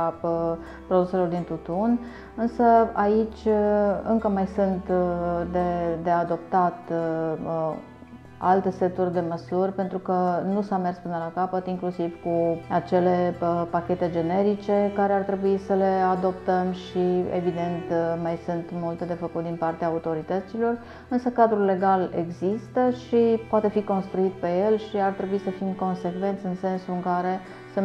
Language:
Romanian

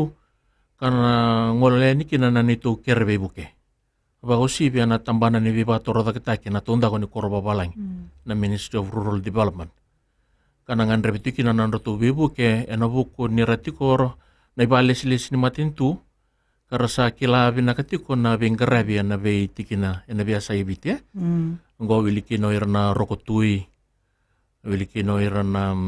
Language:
Fijian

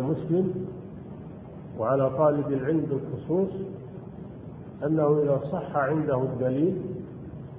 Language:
Arabic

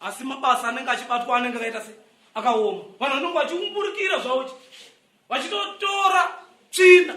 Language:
Shona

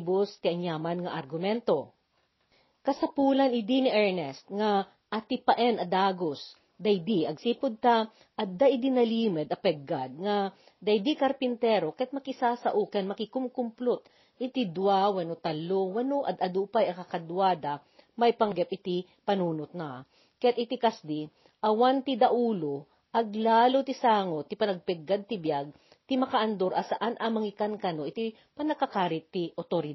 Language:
Iloko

